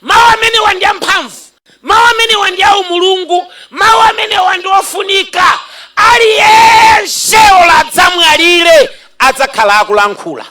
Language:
Nyanja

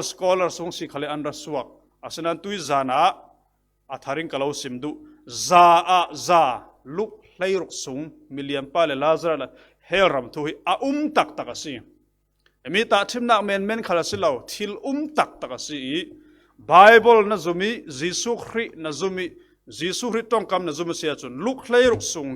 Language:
Falam Chin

